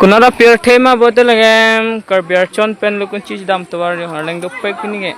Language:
Karbi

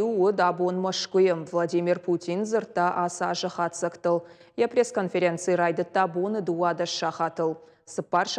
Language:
Ossetic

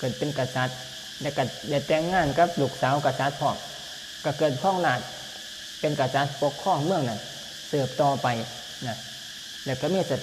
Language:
Lao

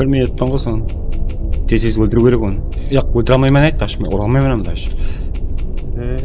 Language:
Kara-Kalpak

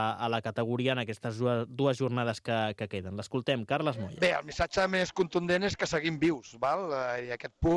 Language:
Catalan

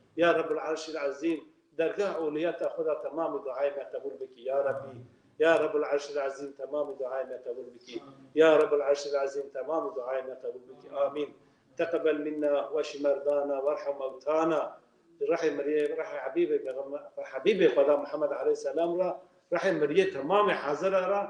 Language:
Kurdish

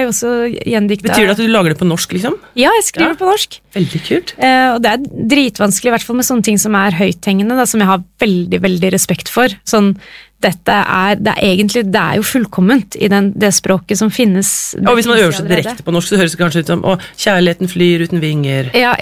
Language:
Norwegian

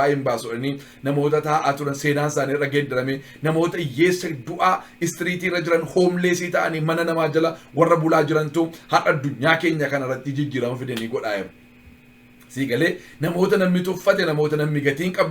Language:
Oromo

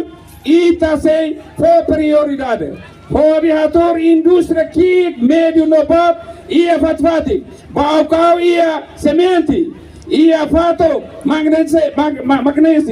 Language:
Tetum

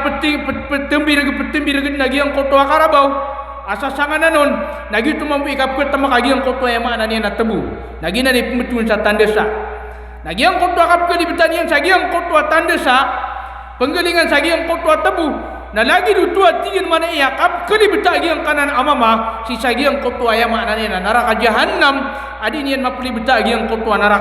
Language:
Maranao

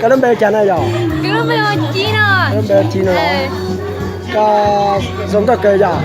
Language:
Hmong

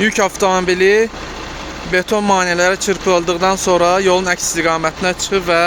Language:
Azerbaijani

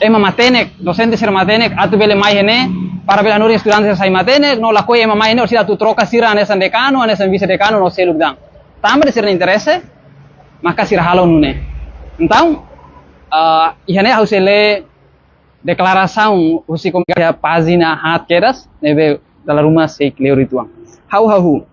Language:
Tetum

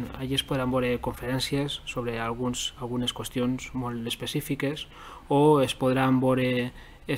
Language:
Catalan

